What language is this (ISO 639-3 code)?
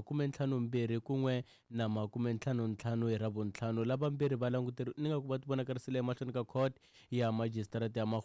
tso